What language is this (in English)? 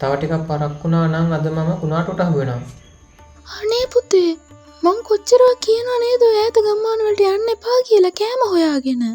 Sinhala